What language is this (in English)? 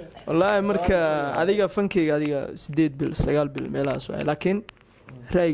Somali